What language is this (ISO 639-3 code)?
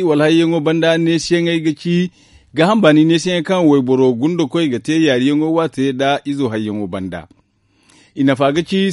dje